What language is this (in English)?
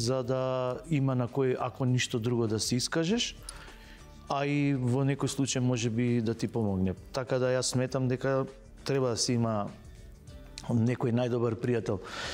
Macedonian